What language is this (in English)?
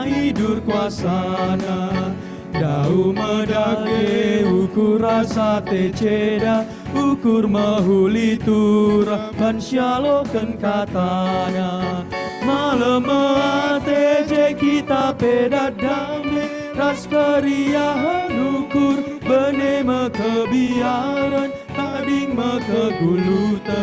Batak Karo